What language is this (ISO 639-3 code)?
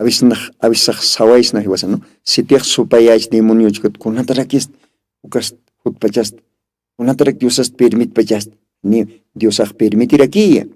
aym